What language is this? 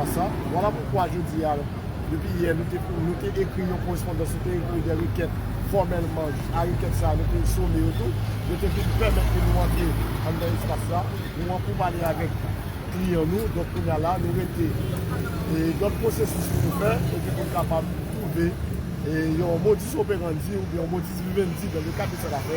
Haitian Creole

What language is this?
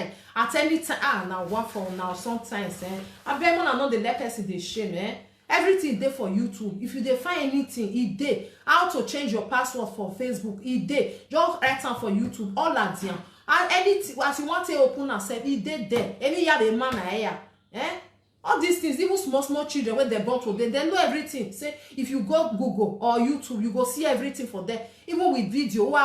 Nigerian Pidgin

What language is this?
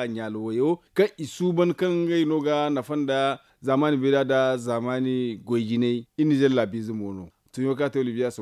Zarma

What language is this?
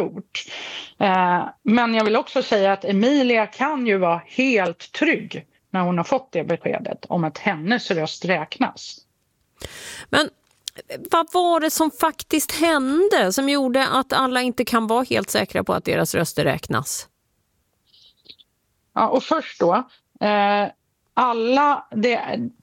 Swedish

